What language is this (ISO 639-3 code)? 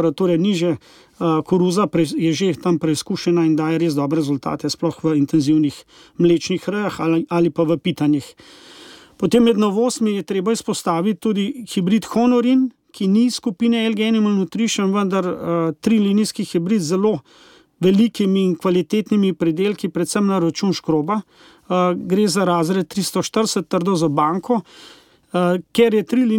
slv